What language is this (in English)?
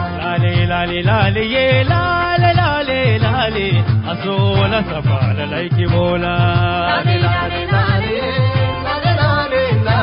Tigre